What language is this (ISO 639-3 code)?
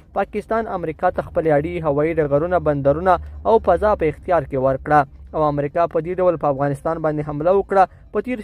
pus